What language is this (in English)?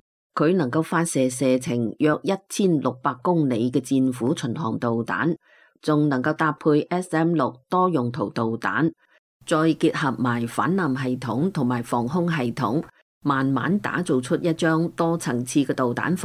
Cantonese